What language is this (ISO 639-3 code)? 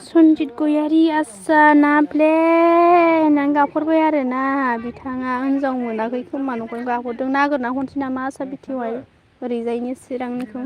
brx